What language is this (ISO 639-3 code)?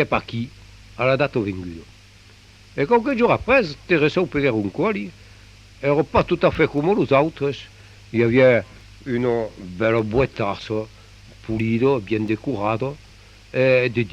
oci